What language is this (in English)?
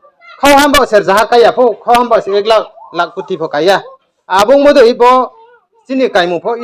Riang (India)